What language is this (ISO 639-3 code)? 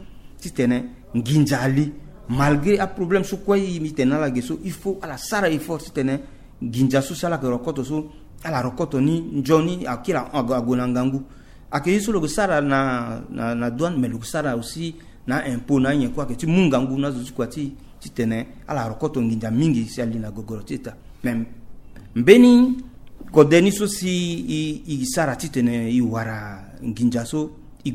sag